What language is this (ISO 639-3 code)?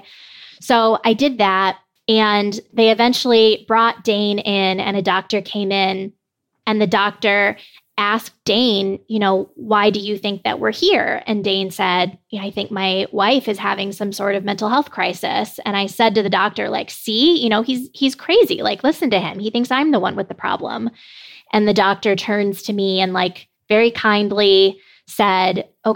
eng